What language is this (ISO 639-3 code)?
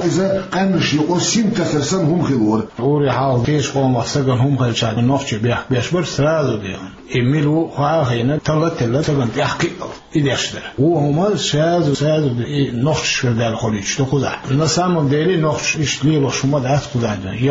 che